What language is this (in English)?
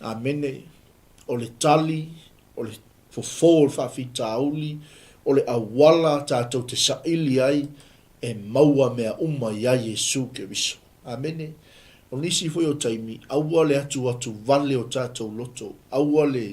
Samoan